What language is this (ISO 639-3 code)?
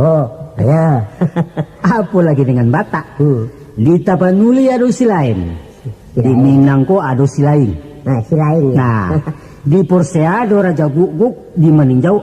min